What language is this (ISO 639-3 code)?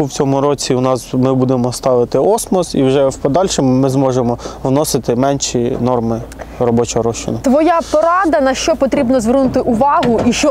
ukr